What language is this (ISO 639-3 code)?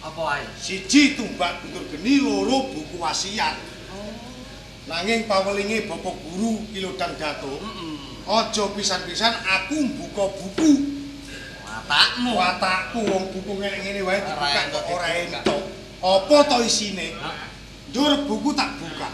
jav